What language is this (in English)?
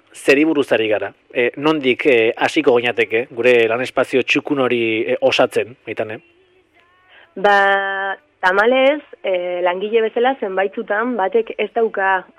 Basque